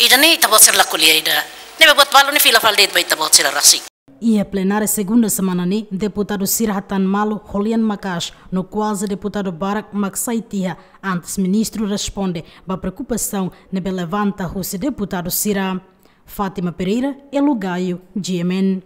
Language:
Tetum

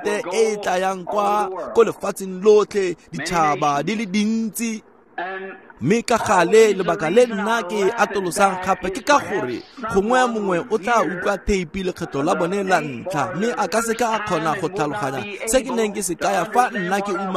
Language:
Tswana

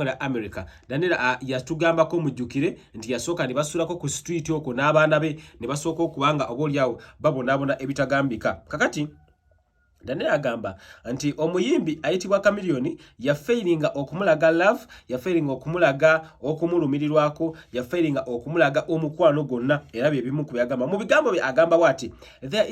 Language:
Ganda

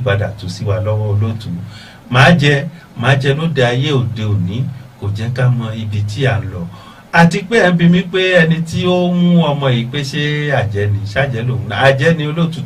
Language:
Yoruba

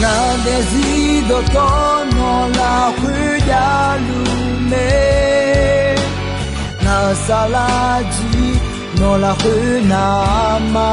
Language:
Akha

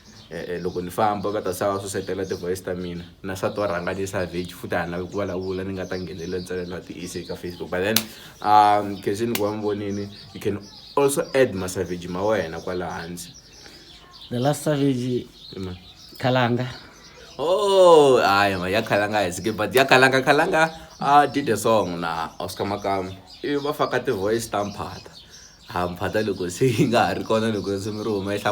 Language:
Tsonga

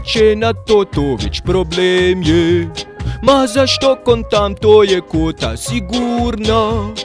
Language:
Bosnian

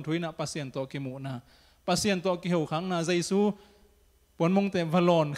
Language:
Tedim Chin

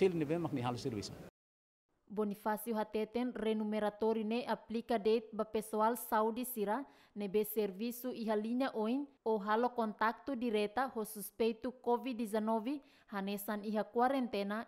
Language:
Tetum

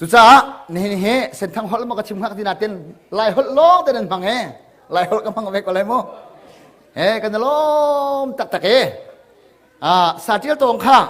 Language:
Hakha Chin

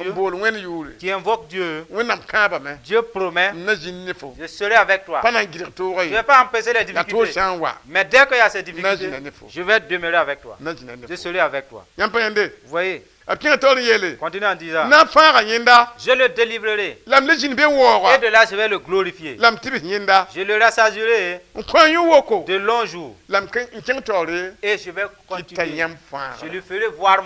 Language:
Mossi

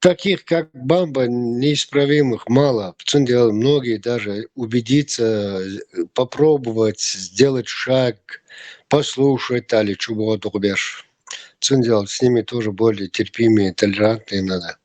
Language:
Chechen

